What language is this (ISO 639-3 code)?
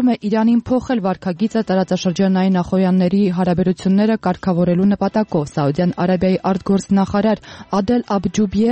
hye